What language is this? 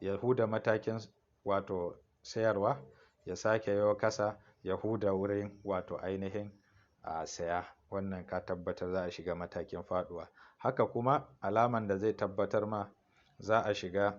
Hausa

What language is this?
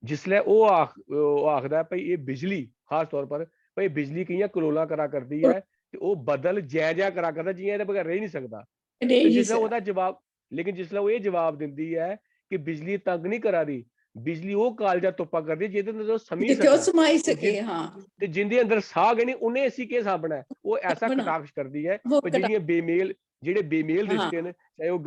Dogri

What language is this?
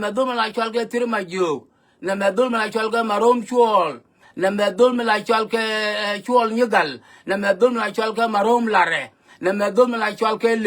Nuer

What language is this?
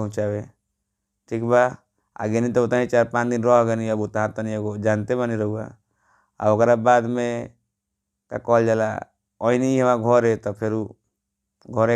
Bhojpuri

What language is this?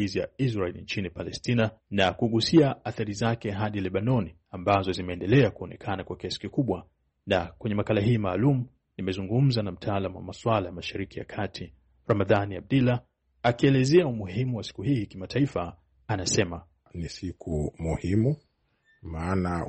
Swahili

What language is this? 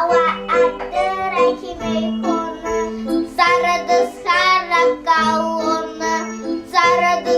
Abkhazian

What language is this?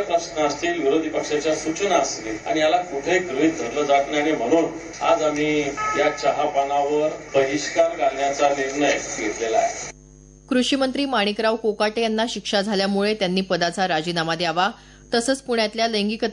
Marathi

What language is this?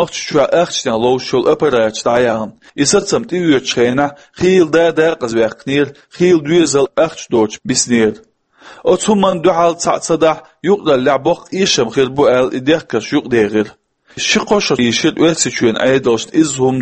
Chechen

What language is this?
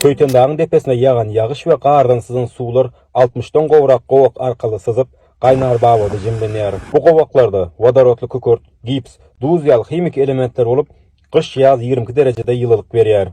Turkmen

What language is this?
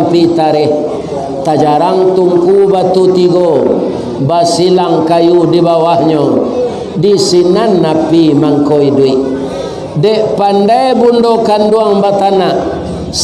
Minangkabau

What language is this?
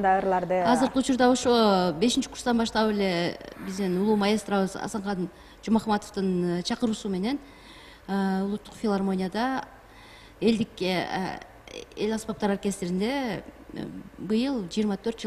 Kyrgyz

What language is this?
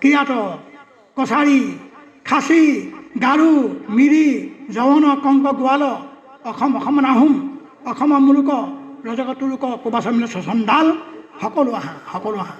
Assamese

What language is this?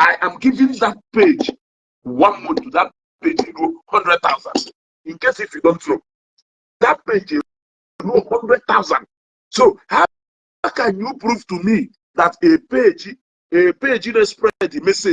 Igbo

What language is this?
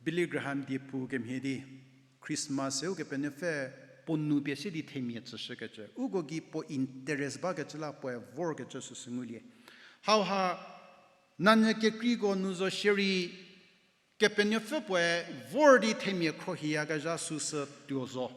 Angami Naga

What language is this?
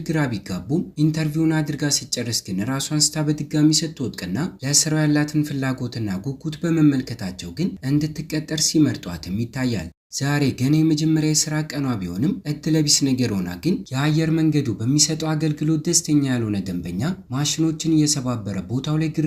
Amharic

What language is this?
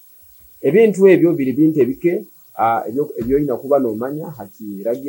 Nyoro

